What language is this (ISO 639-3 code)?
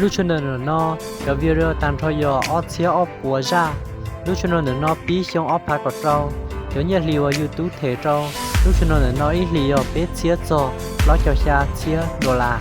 hmn